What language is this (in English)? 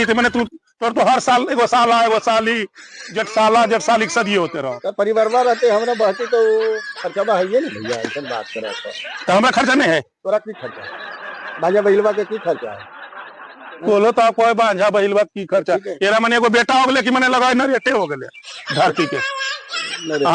Magahi